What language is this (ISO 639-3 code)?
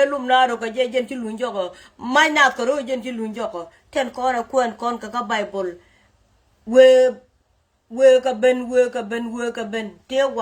nus